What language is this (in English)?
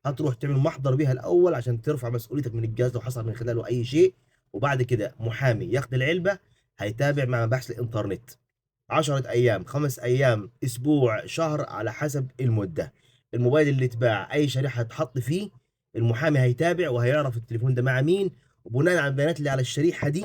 Egyptian Arabic